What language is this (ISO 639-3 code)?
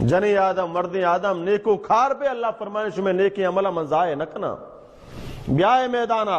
bal